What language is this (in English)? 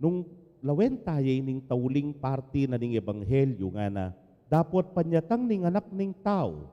Pampanga